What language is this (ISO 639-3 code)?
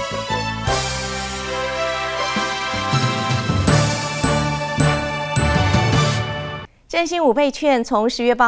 zho